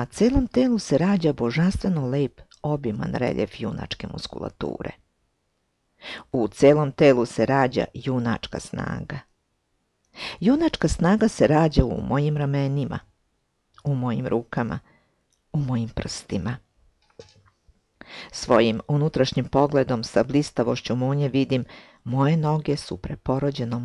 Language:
Serbian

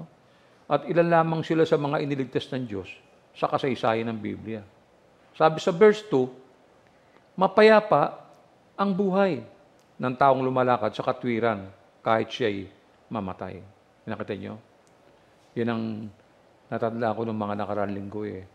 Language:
Filipino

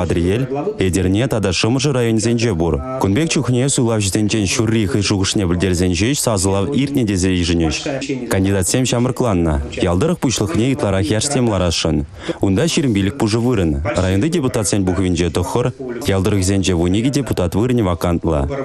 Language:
Chuvash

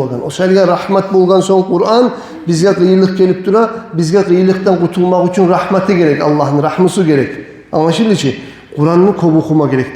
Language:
Kumyk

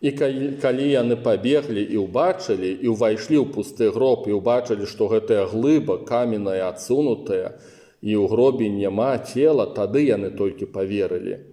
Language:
Belarusian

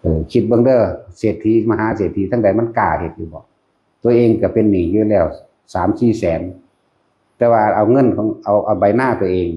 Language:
Lao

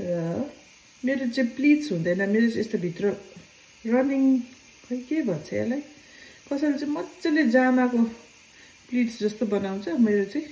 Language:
Nepali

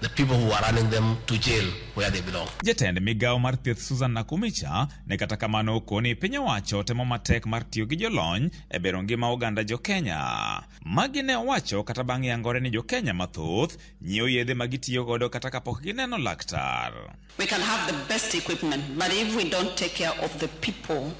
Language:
Luo (Kenya and Tanzania)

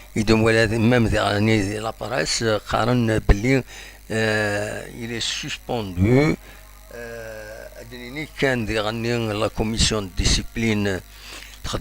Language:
Kabyle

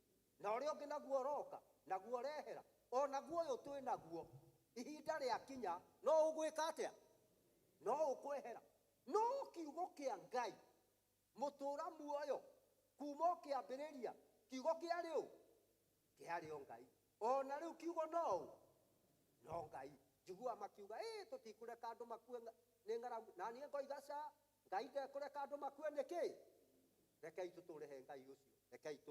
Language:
Kikuyu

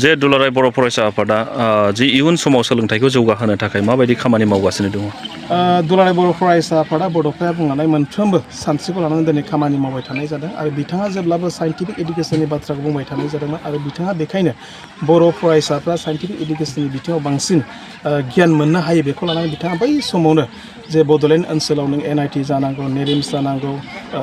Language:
Bodo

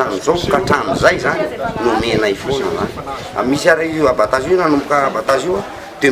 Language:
Malagasy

